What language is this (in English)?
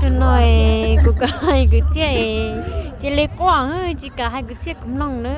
Hmong